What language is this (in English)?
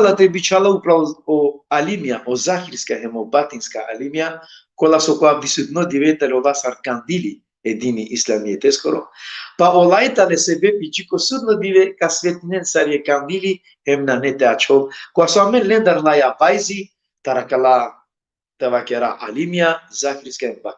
Balkan Romani